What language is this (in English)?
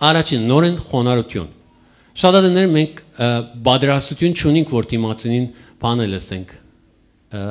Western Armenian